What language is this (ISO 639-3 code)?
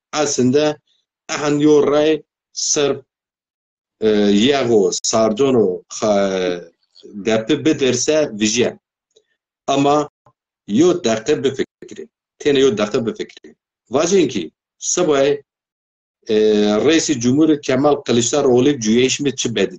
zza